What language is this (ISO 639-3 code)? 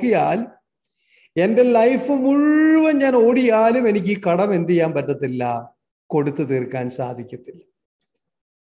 mal